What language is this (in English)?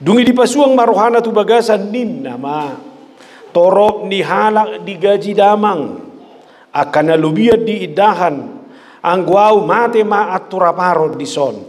Batak Toba